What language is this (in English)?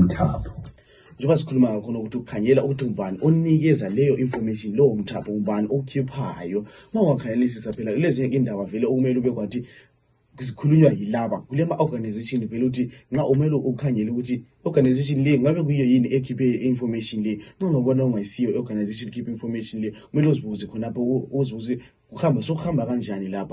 North Ndebele